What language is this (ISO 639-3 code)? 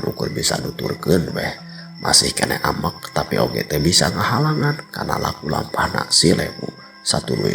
sun